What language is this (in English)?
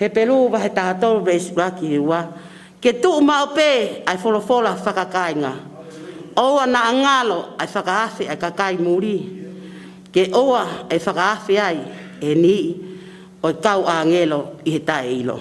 Tongan